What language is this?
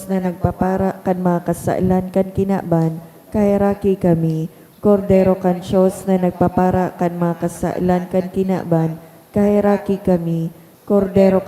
Bikol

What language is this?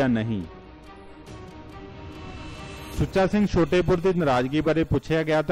Punjabi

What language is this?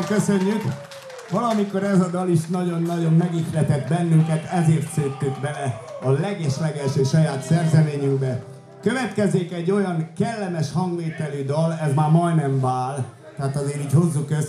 Hungarian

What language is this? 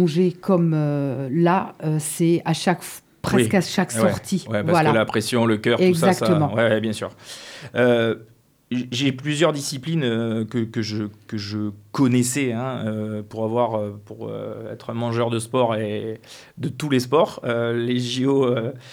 French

